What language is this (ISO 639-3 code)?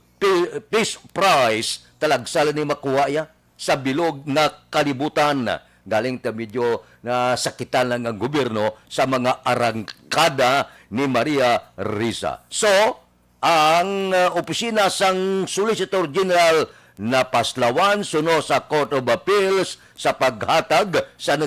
hil